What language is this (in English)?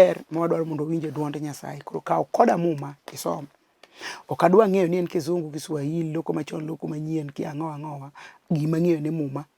Luo (Kenya and Tanzania)